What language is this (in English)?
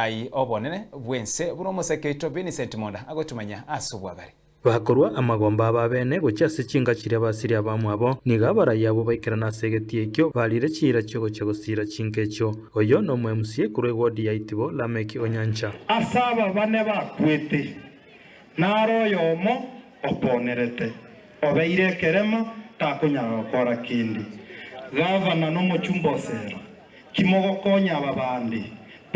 Gusii